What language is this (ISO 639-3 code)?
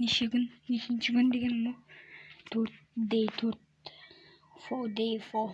kaz